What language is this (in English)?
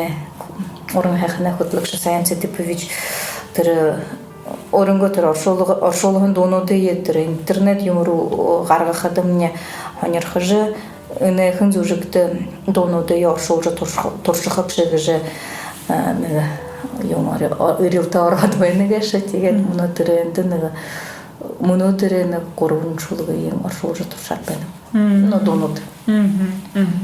Buriat